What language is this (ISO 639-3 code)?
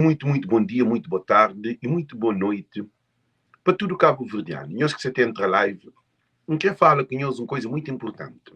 kea